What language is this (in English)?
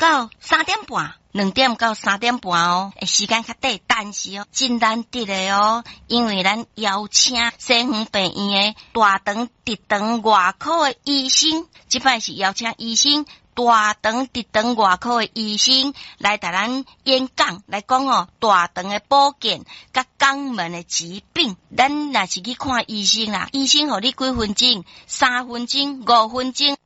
Min Nan Chinese